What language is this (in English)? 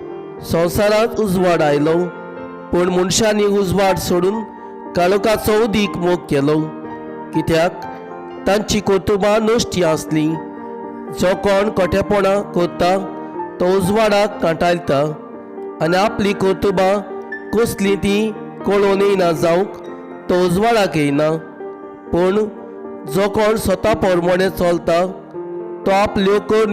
Konkani